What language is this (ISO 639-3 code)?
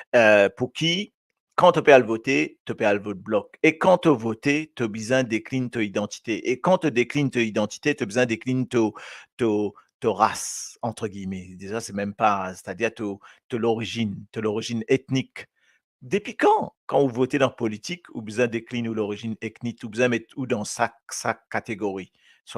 mfe